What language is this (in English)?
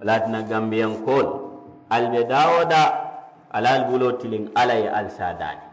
Mandingo